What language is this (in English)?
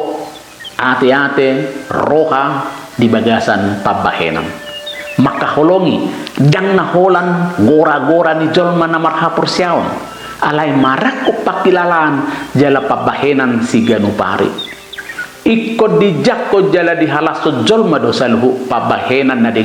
Batak Toba